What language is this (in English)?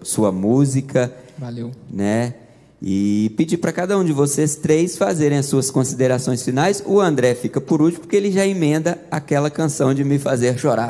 Portuguese